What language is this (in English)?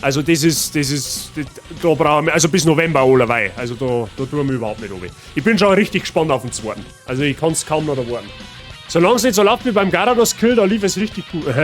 Bavarian